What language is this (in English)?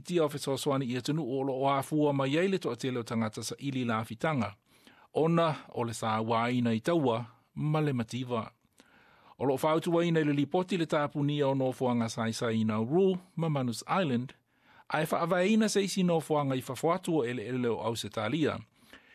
Samoan